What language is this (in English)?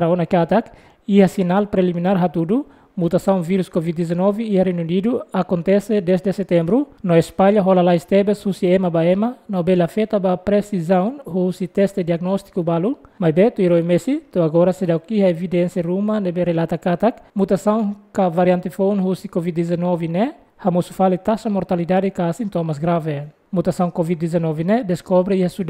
Tetum